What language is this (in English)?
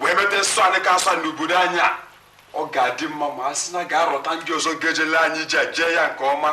Igbo